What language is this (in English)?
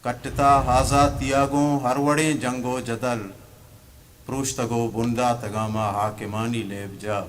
Eastern Balochi